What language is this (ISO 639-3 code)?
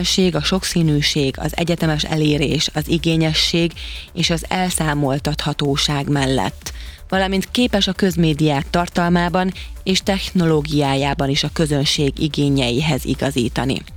hun